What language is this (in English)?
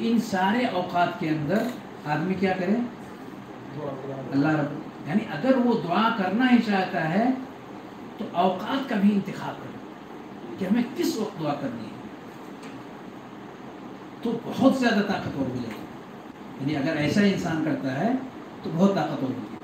Urdu